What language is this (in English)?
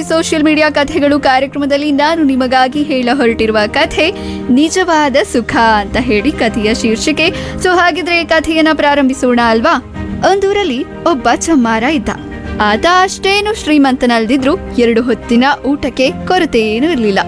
Kannada